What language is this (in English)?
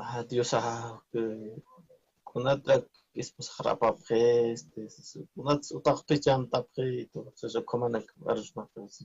Aymara